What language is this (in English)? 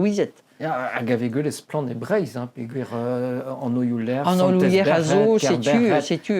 Breton